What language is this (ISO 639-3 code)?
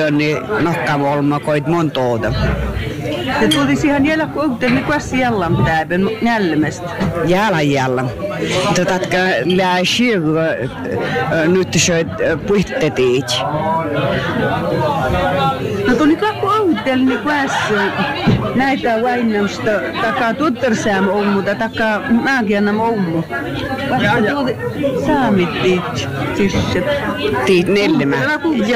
fin